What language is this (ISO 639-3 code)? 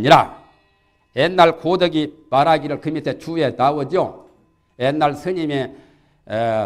kor